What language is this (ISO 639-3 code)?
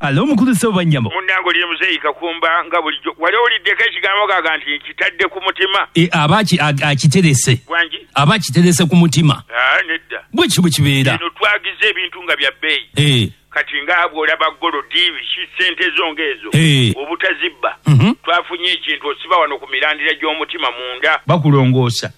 lug